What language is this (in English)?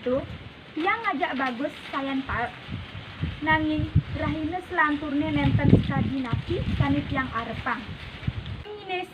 Balinese